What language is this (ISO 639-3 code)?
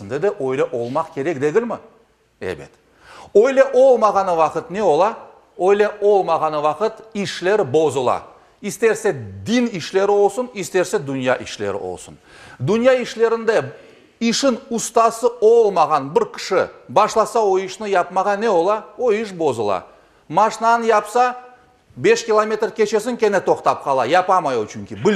crh